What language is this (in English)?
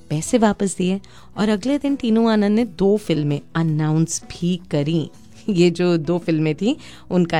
Hindi